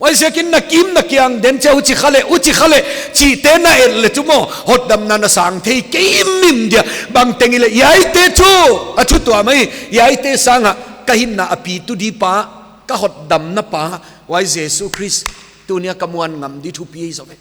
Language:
Paite Chin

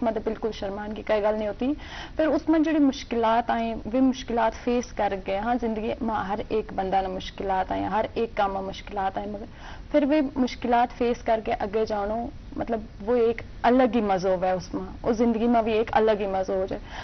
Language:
Gujari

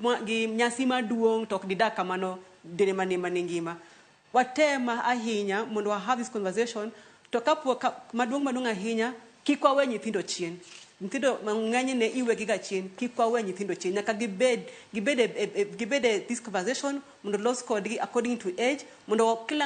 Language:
Luo (Kenya and Tanzania)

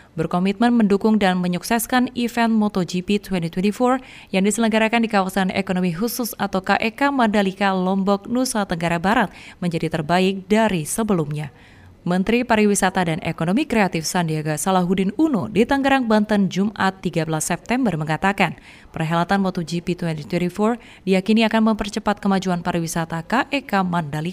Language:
Indonesian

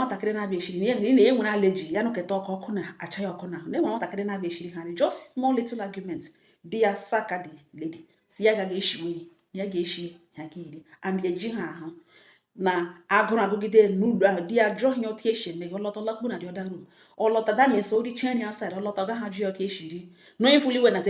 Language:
Igbo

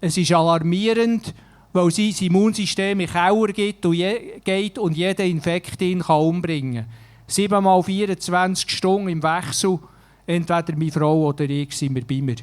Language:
Swiss German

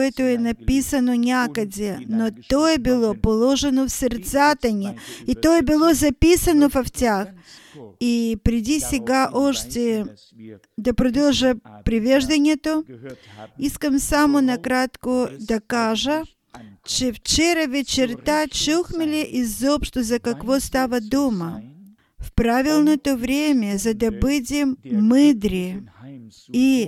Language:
Bulgarian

